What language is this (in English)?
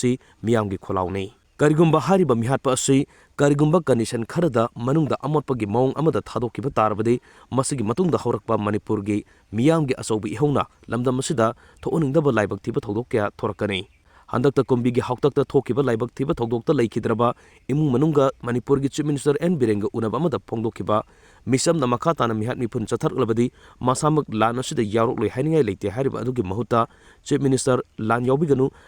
Manipuri